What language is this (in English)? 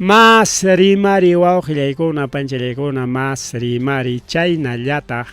Ayacucho Quechua